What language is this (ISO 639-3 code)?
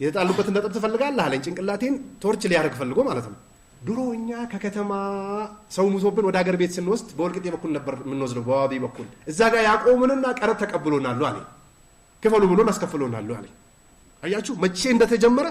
amh